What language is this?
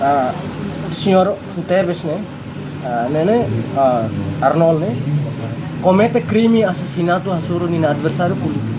Tetum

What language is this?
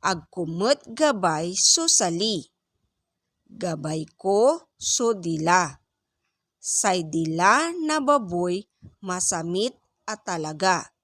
Pangasinan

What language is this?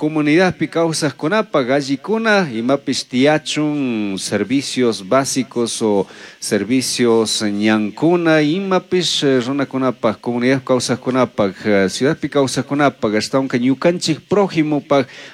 Chimborazo Highland Quichua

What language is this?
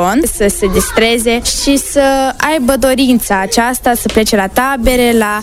Romanian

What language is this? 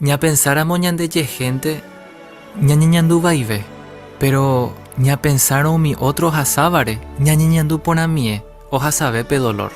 Guarani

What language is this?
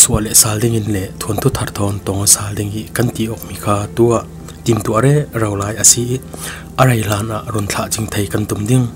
Falam Chin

